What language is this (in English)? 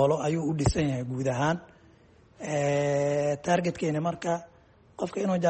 Somali